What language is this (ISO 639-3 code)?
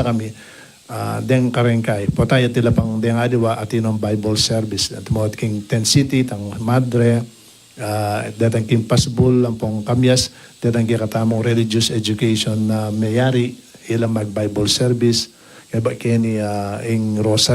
pam